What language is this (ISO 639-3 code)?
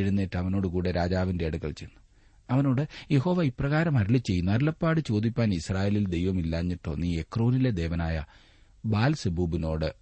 mal